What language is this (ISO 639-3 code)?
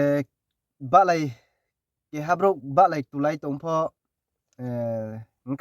ria